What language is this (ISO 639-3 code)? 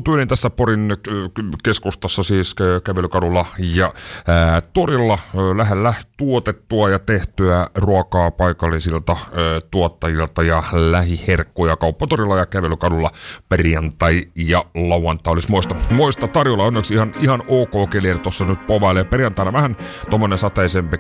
fin